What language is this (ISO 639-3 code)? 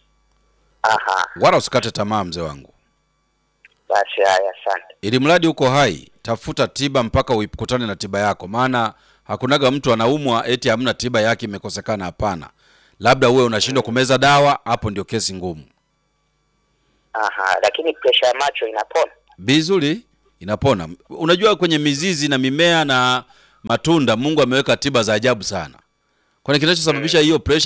swa